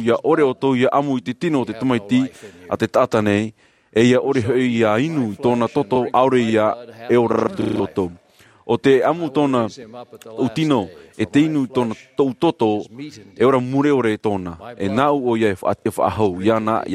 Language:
Tahitian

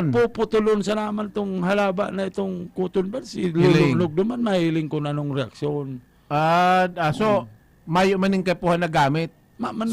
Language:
Bikol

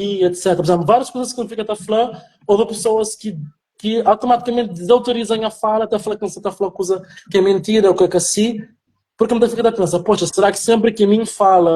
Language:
Kabuverdianu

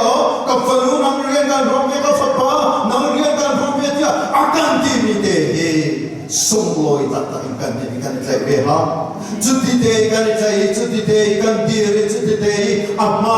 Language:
Falam Chin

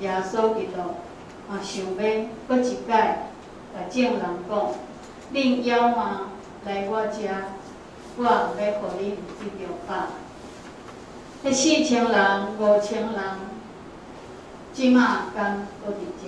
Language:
Min Nan Chinese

